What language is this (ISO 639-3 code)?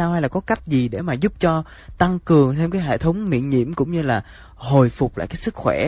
vie